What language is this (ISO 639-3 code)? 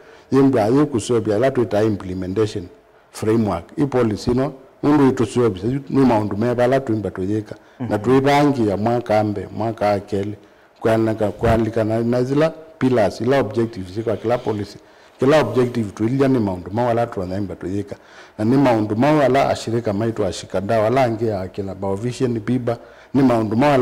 kam